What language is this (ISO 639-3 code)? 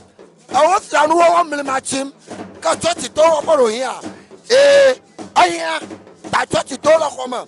ewe